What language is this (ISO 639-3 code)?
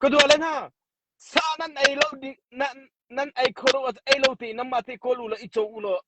cnh